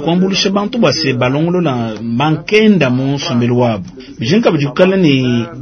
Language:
Luba-Lulua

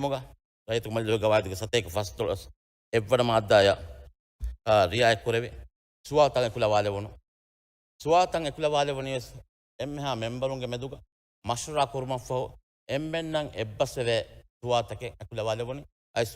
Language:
Divehi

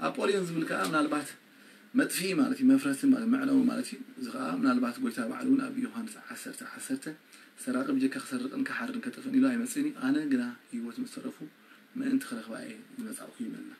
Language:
Tigrinya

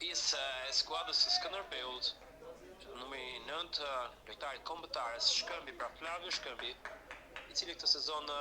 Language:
Albanian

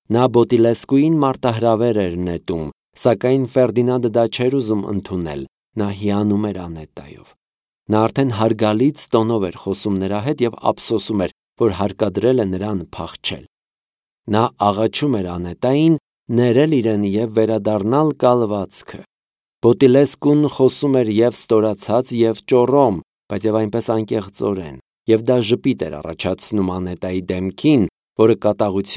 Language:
Armenian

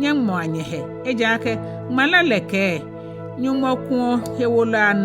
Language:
Ga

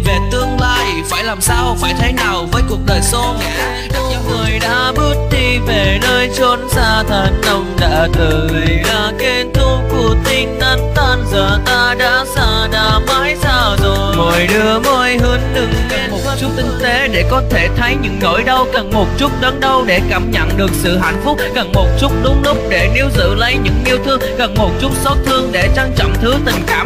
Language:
Vietnamese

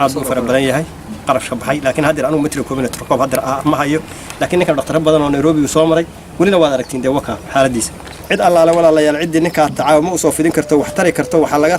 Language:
Somali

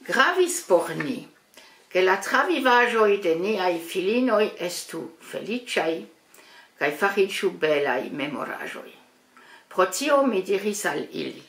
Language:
Esperanto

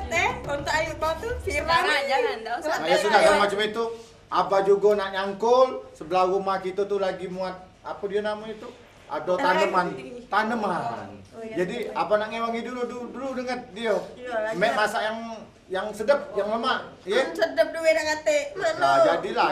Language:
Musi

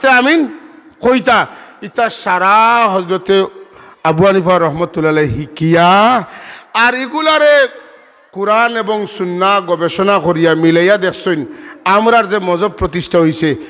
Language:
Sylheti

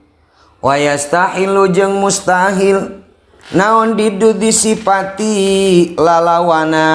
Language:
Sundanese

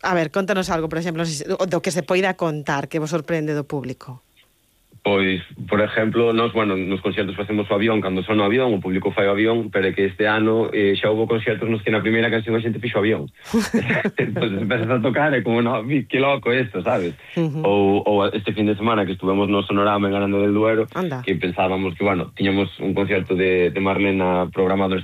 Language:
Galician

